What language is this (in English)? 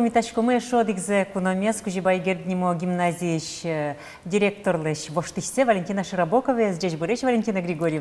Udmurt